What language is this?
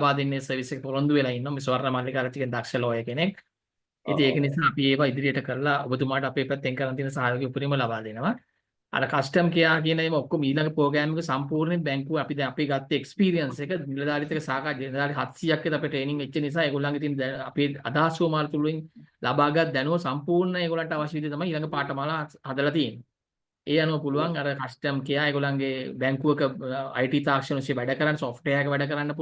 Sinhala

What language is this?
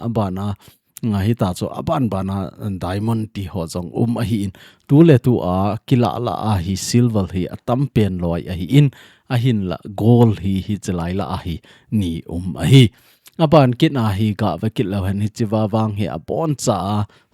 Thado Chin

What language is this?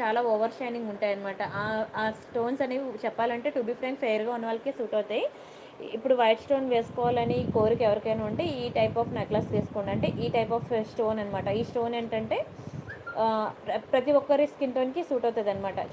Telugu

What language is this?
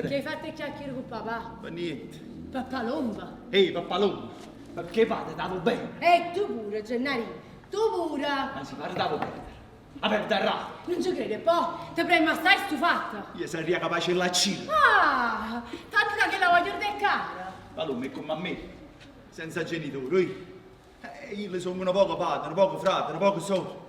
Neapolitan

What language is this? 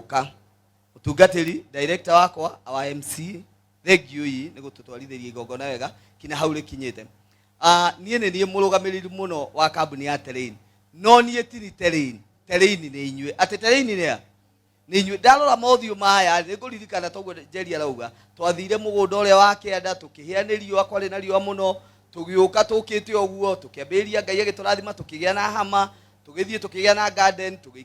Kikuyu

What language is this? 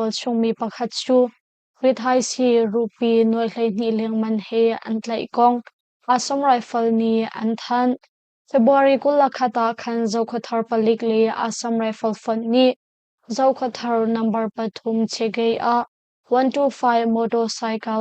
Hakha Chin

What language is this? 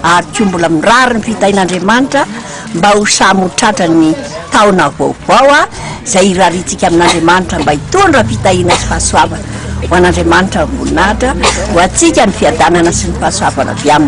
Malagasy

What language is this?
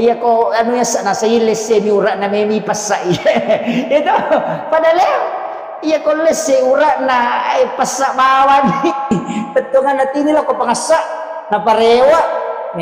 Buginese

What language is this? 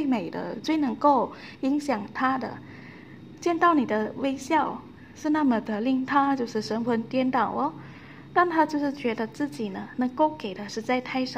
Chinese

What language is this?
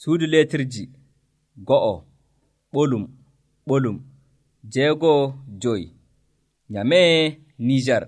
Nigerian Fulfulde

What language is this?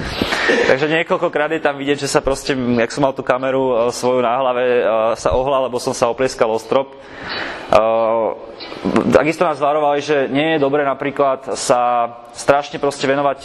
Slovak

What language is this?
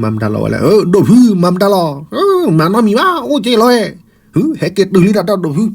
S'gaw Karen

